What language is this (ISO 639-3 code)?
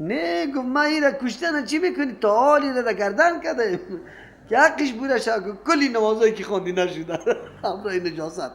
fas